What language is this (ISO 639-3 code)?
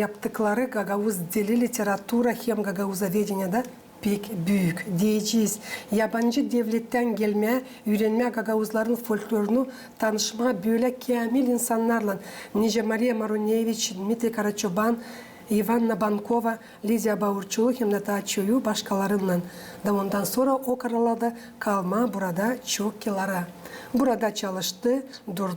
gag